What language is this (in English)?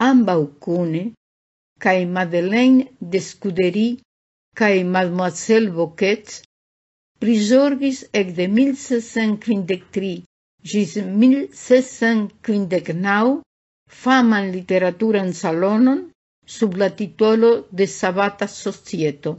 Esperanto